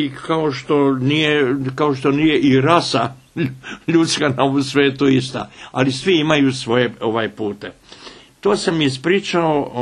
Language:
Bosnian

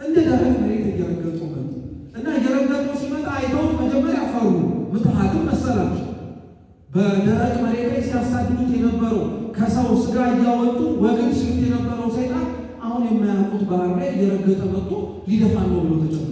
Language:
Amharic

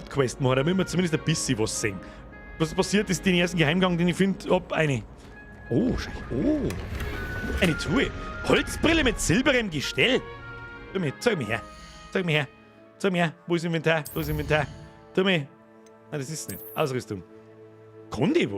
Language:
Bavarian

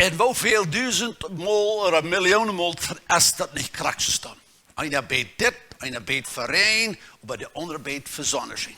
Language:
Plautdietsch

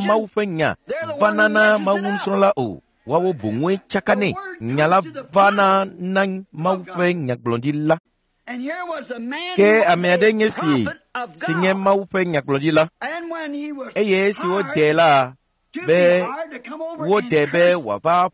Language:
Ewe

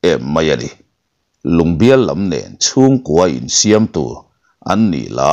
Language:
Mizo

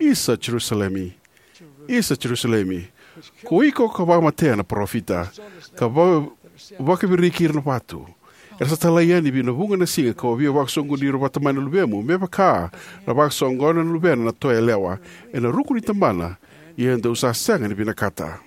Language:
Fijian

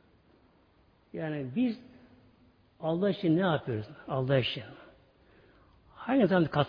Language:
Turkish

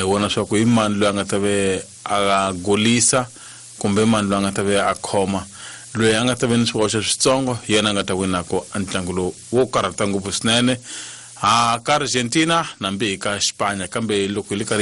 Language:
Tsonga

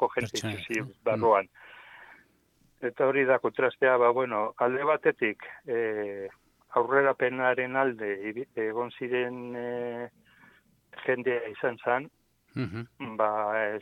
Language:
Basque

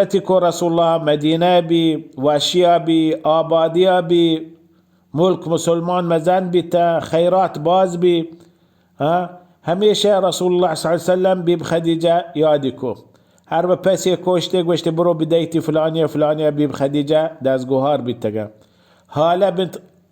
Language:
Baluchi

